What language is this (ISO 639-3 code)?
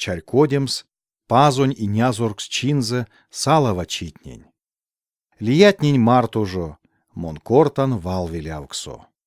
myv